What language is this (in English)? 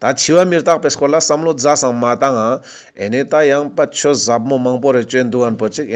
Ladakhi